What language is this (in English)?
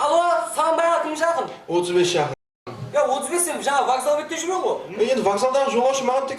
Kara-Kalpak